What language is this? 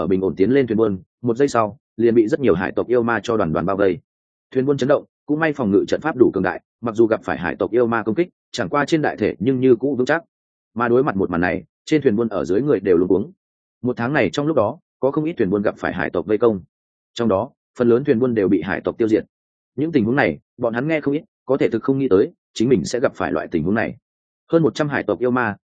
Vietnamese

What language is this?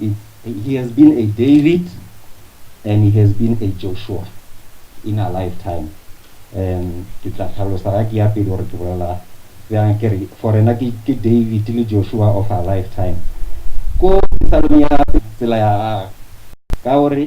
Northern Sotho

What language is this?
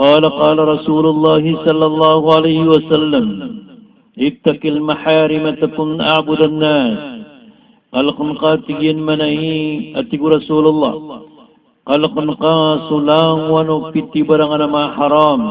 Maranao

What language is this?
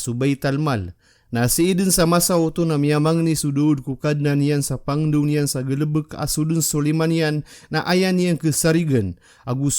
Maranao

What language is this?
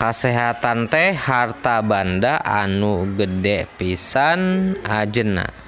Sundanese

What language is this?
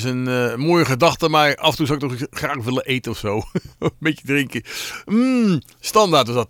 Dutch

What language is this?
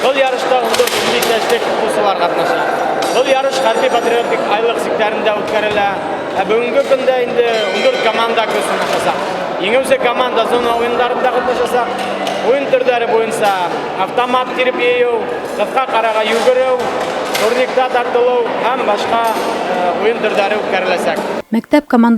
Bashkir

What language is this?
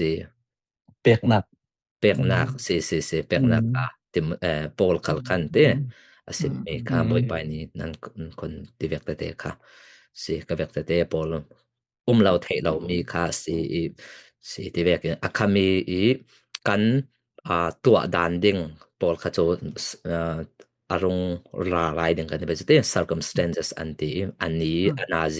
Falam Chin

